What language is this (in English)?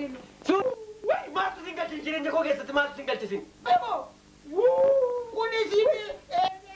Oromo